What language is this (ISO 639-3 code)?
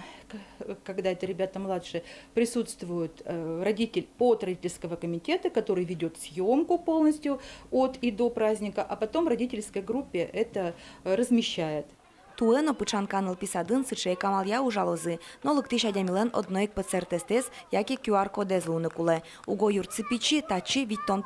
udm